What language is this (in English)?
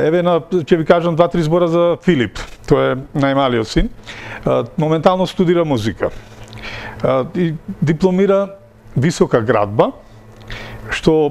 Macedonian